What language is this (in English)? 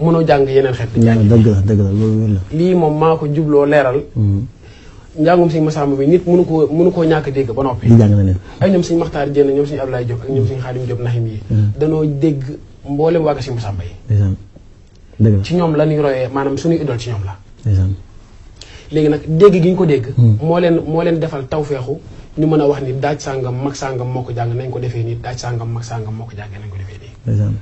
Wolof